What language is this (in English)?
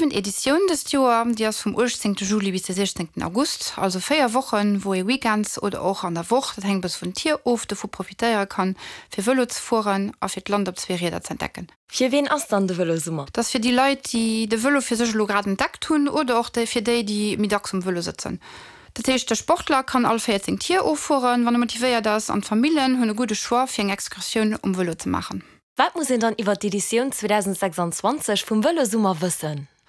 Luxembourgish